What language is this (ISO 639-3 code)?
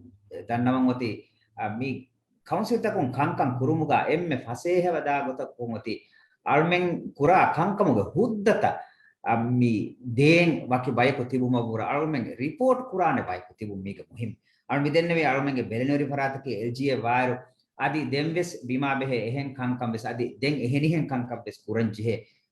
div